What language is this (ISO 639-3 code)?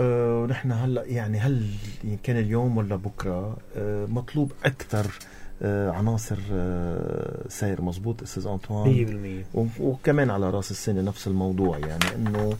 apc